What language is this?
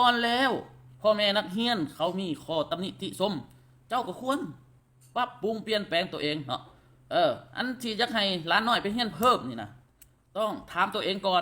Lao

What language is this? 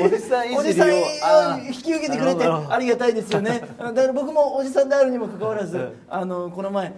Japanese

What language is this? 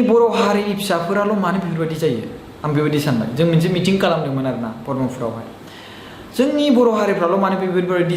Bodo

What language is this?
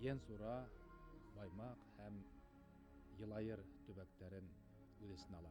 Bashkir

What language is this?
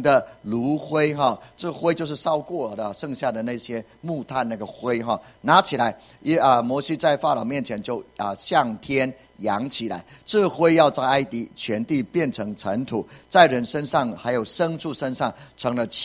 Chinese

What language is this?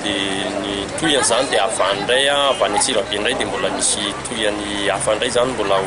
Malagasy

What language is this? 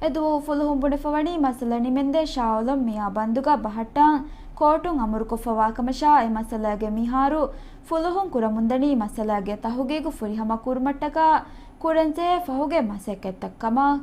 Divehi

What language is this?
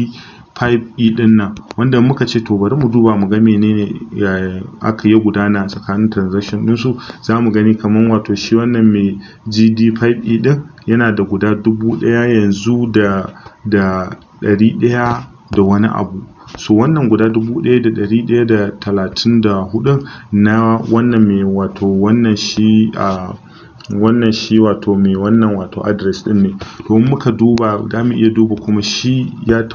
Hausa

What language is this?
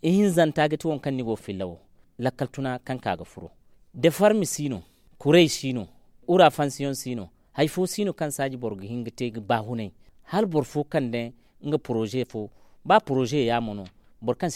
Zarma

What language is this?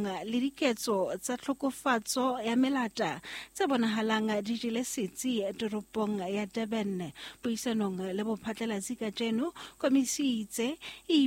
Southern Sotho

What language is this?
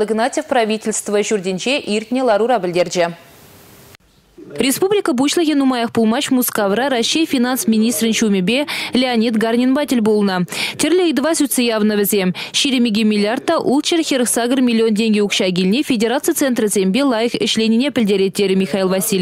Chuvash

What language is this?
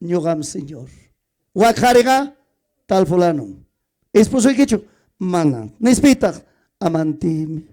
Ayacucho Quechua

